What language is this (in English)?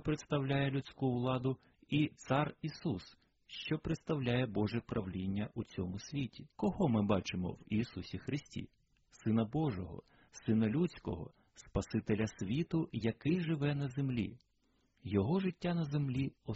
Ukrainian